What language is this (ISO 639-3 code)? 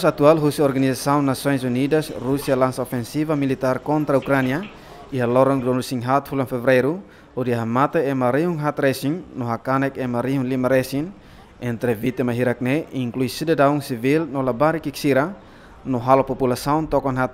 tet